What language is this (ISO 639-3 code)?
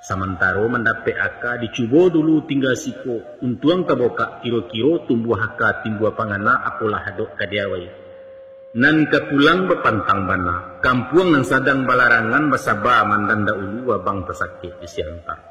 min